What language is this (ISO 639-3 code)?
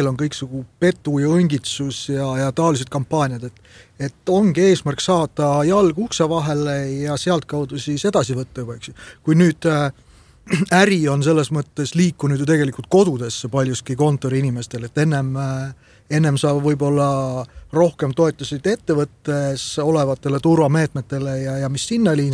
est